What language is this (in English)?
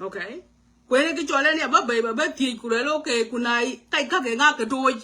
Nuer